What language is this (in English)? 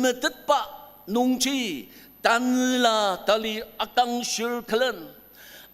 Ao Naga